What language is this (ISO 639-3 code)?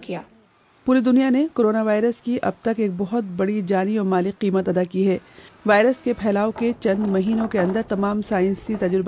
urd